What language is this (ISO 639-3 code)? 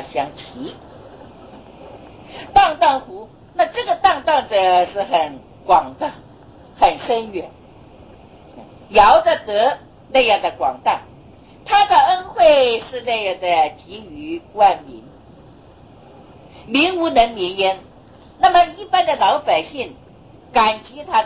zho